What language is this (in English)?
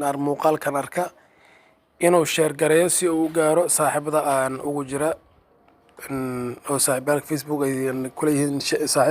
Somali